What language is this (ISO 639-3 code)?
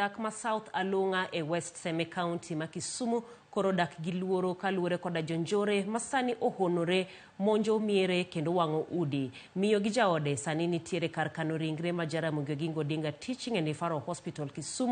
luo